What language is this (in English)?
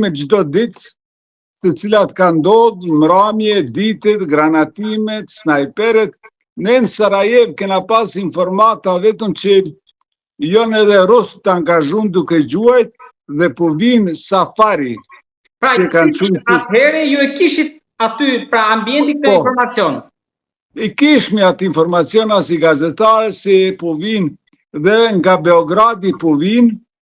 Albanian